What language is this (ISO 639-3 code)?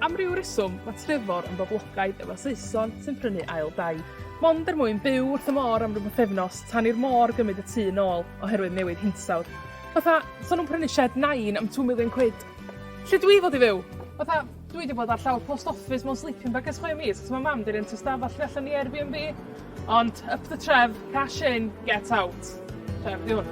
cym